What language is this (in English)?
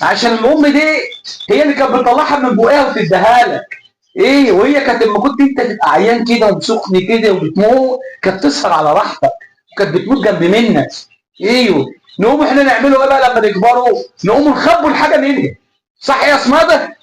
Egyptian Arabic